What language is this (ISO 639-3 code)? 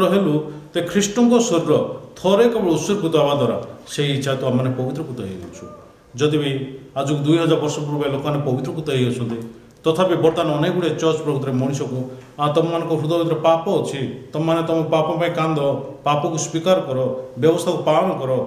ori